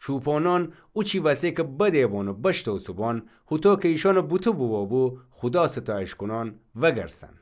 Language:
Gilaki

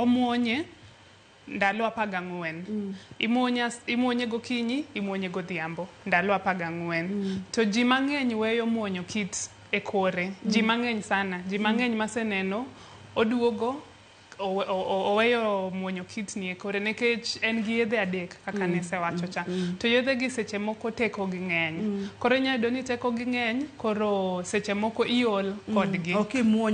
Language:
Luo (Kenya and Tanzania)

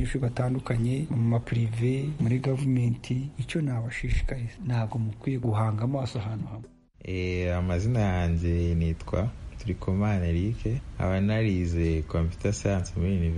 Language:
Kinyarwanda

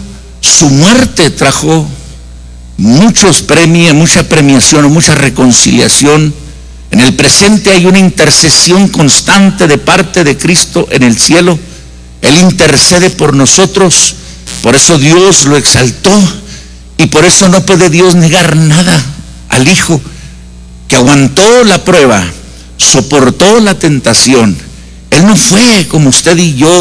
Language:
Spanish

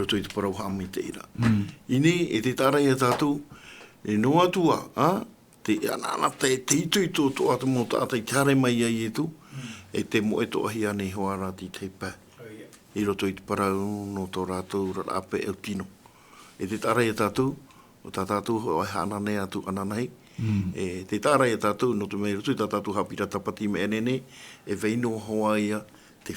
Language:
Tahitian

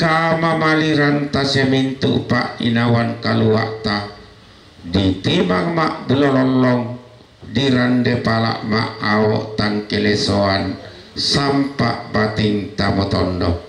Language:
Toraja-Sa'dan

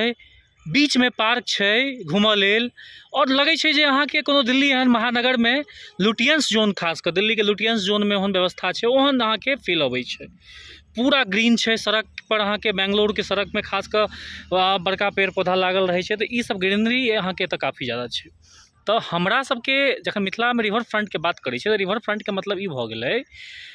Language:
Maithili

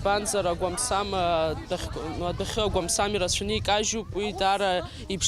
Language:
Abkhazian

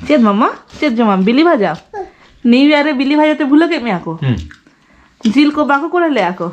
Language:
Santali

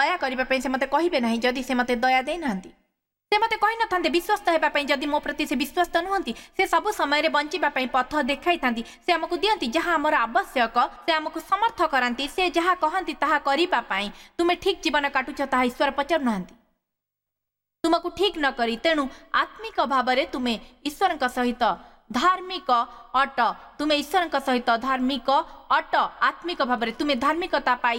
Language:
Odia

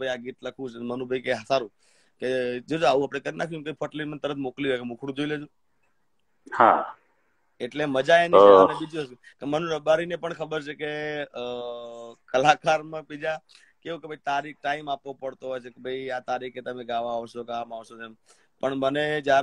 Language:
Gujarati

